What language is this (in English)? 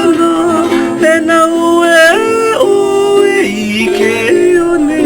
Hawaiian